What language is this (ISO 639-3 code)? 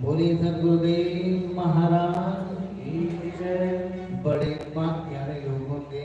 doi